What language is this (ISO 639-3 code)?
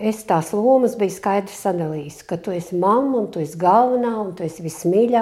lav